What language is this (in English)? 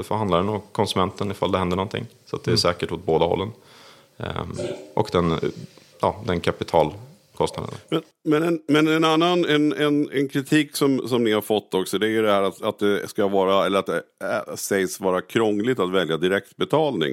Swedish